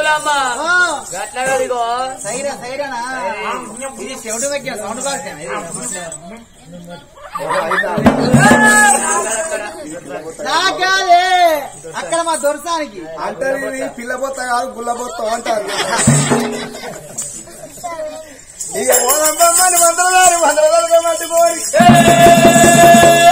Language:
Telugu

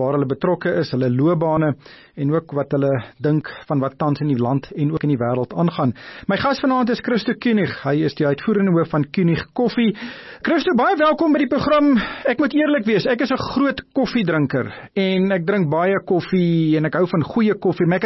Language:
Afrikaans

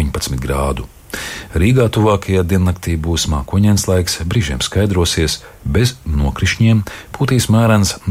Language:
Latvian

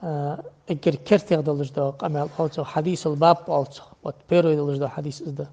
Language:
Ingush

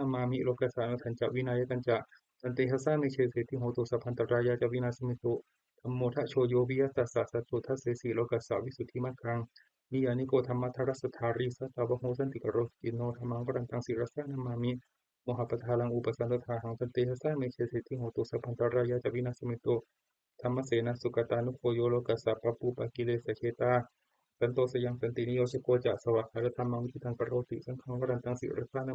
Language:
Pali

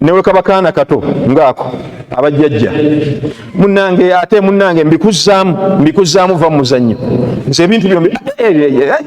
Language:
Ganda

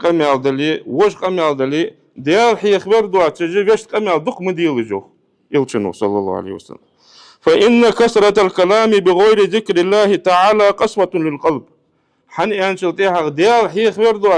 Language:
Ingush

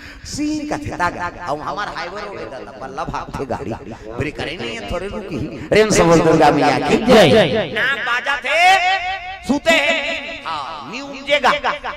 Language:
Chhattisgarhi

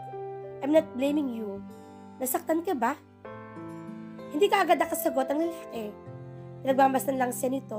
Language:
Filipino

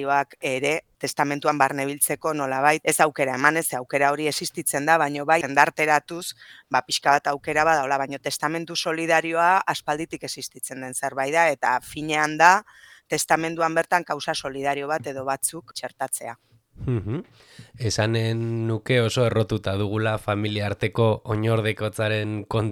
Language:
Basque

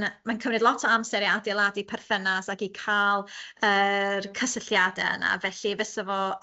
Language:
Welsh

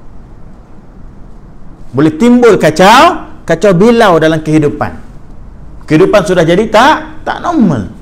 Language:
Malay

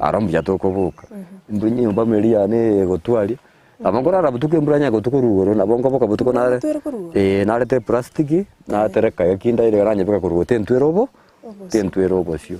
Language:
Gusii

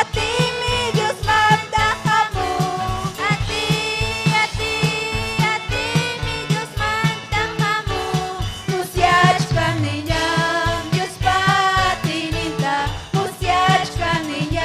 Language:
Ayacucho Quechua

